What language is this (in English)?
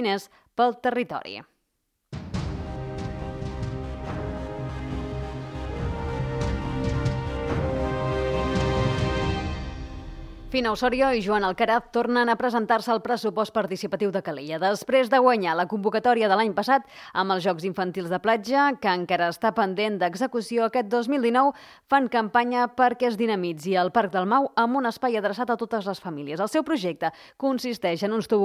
Catalan